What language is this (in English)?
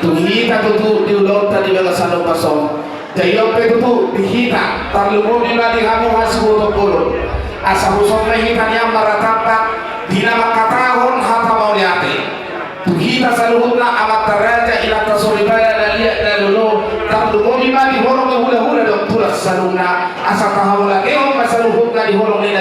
Batak Toba